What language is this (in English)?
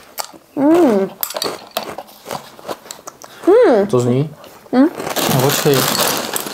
Czech